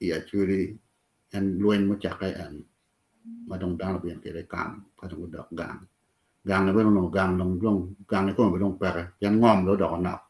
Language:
Acoli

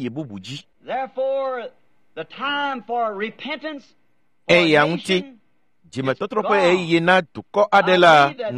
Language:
Ewe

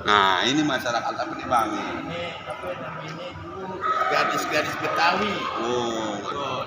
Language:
Betawi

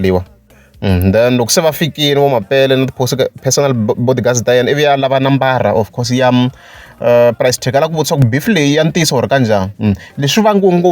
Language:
Tsonga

